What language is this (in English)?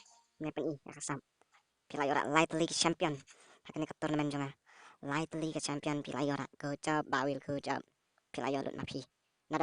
Khasi